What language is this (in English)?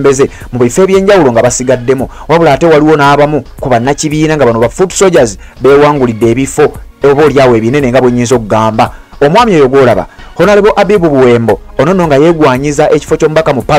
Ganda